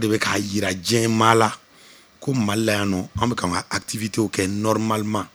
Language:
Bambara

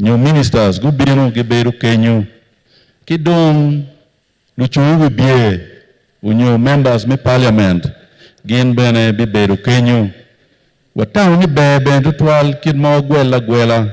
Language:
Acoli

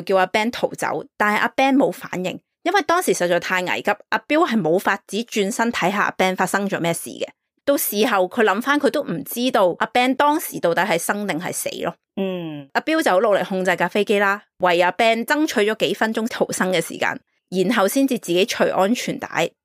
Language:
Cantonese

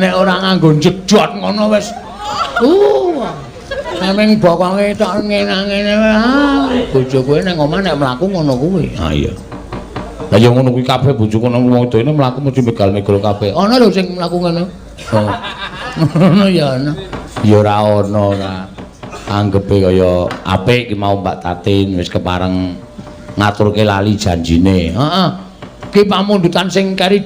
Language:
Javanese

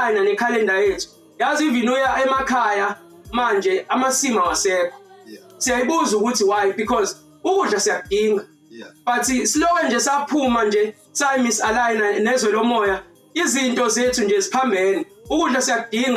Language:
Zulu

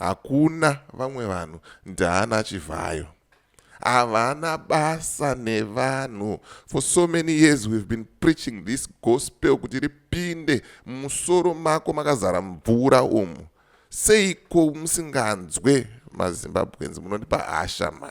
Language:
Shona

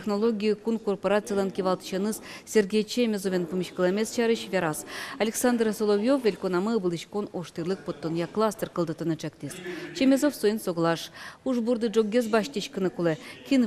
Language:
Udmurt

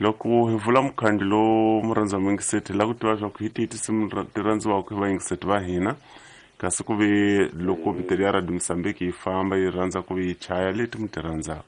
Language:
Tsonga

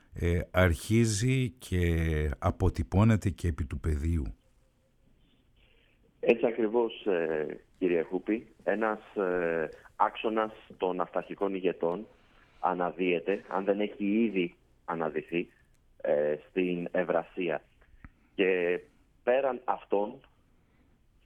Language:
Greek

